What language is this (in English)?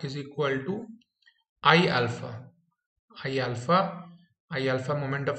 Hindi